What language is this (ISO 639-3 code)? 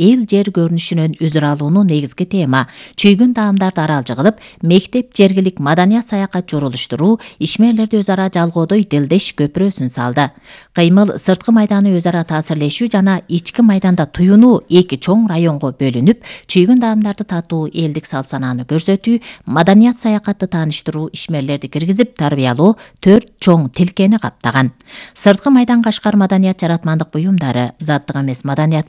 kir